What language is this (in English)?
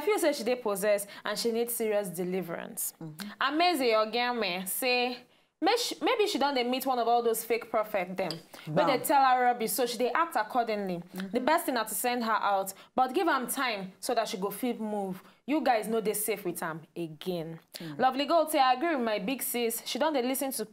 Nigerian Pidgin